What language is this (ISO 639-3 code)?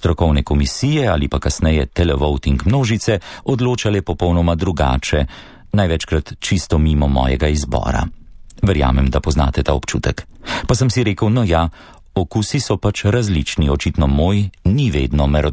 slv